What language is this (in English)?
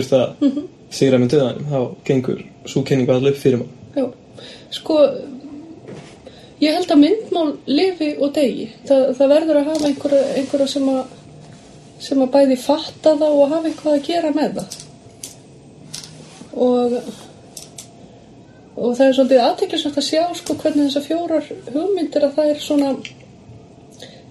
Icelandic